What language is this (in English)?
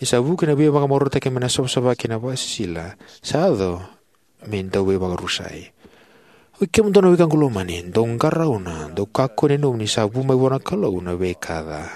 Fijian